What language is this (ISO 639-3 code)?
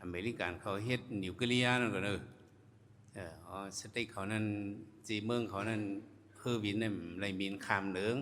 shn